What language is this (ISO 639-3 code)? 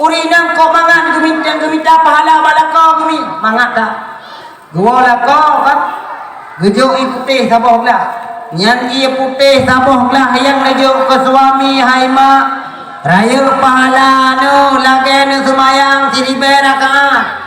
ace